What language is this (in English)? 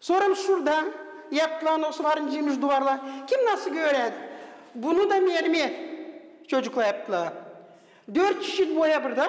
Gagauz